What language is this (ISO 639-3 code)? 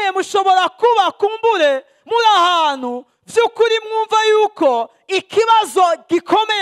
run